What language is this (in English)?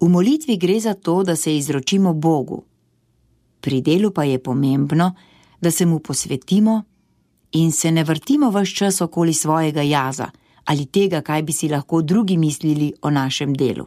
Slovenian